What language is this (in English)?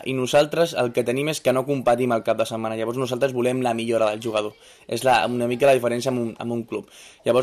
Catalan